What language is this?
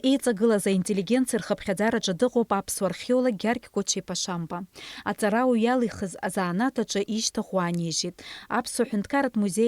Abkhazian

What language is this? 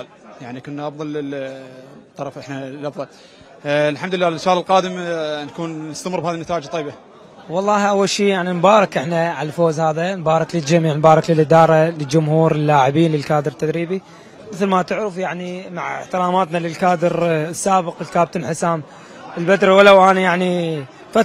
Mesopotamian Arabic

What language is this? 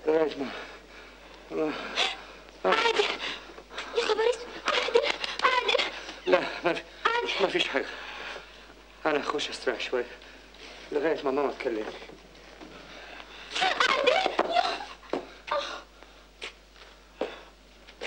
Egyptian Arabic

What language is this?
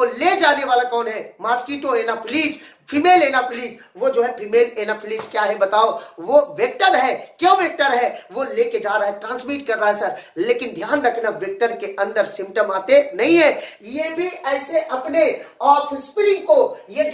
Hindi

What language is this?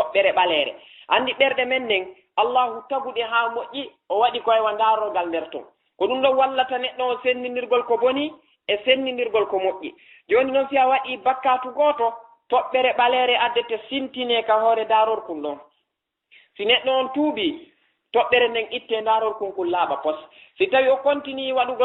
Fula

